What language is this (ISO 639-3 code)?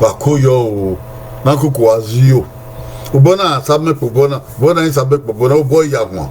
bin